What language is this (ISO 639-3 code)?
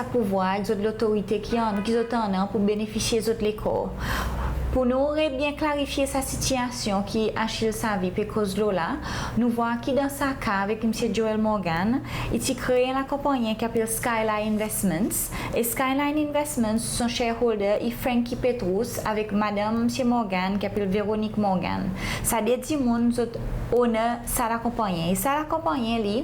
crs